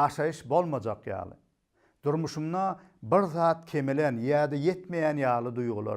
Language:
Turkmen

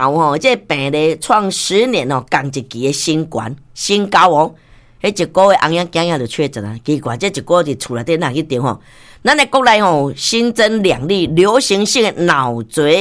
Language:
Min Nan Chinese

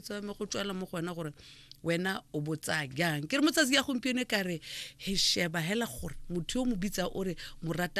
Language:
Tswana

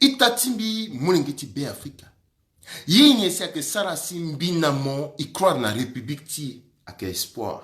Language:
Sango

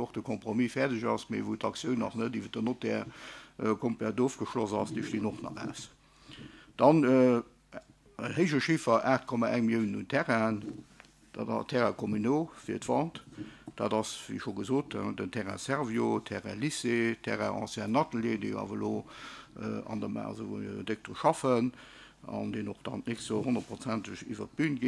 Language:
Luxembourgish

